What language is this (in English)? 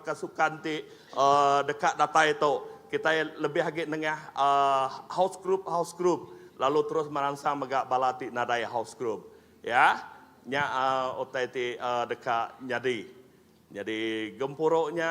Iban